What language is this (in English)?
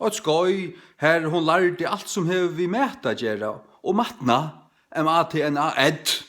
Faroese